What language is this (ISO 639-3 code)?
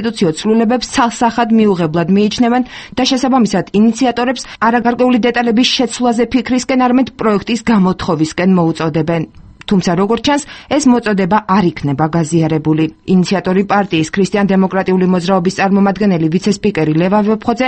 kat